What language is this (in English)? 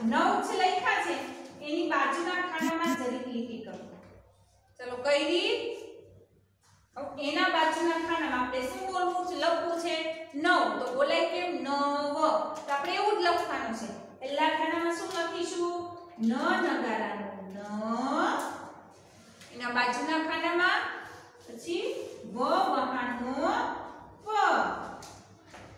Gujarati